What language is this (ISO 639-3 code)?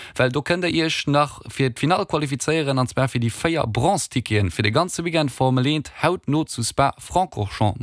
ltz